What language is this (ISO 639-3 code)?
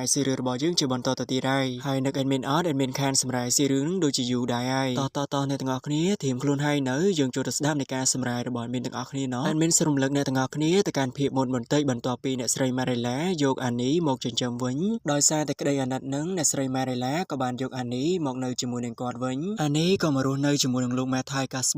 khm